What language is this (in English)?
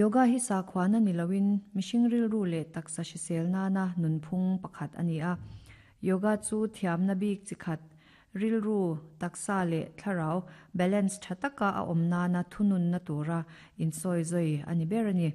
Mizo